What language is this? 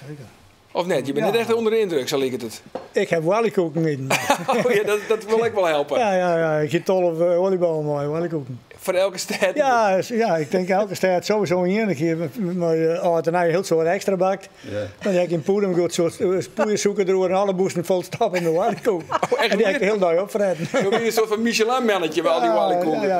Western Frisian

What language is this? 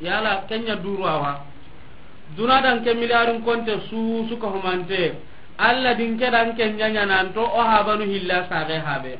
Soninke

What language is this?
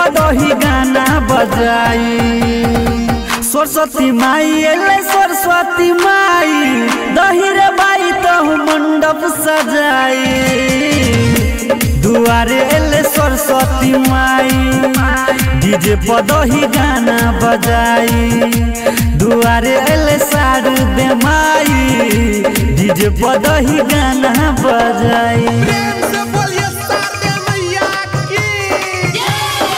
Bhojpuri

